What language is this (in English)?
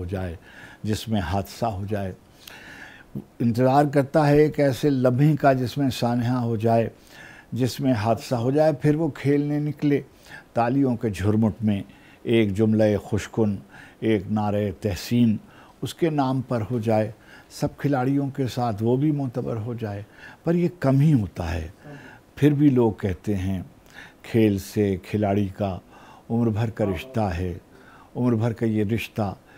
Urdu